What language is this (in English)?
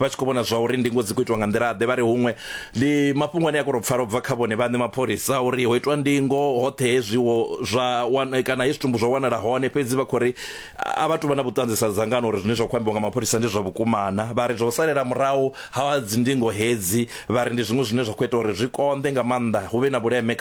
Venda